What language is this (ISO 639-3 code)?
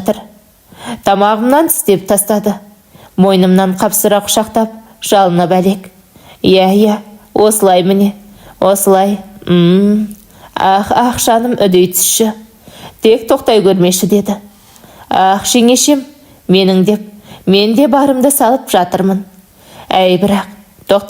kaz